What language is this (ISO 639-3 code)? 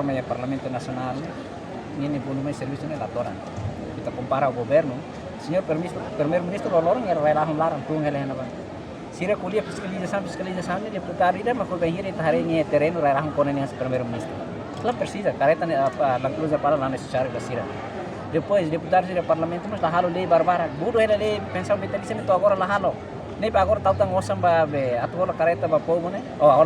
tet